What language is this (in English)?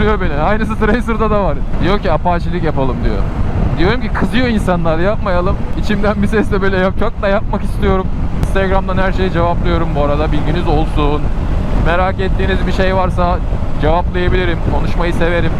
Turkish